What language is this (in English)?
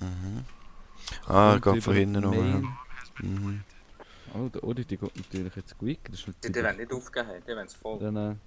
Swiss German